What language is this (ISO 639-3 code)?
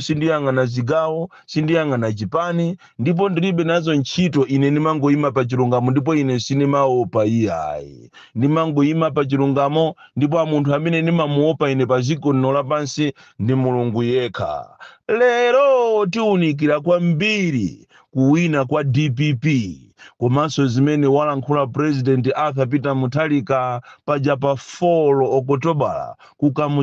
nya